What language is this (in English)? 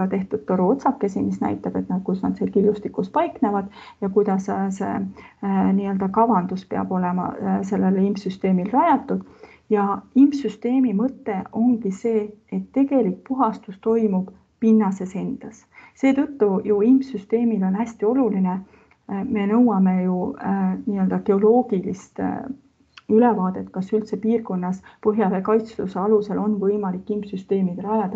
Estonian